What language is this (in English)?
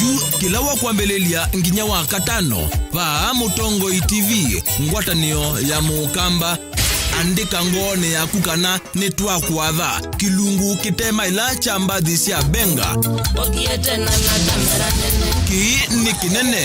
Kamba